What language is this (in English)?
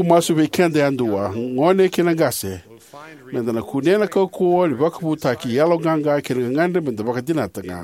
Fijian